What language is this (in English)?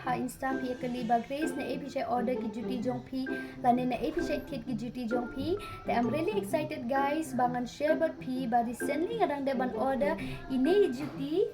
Khasi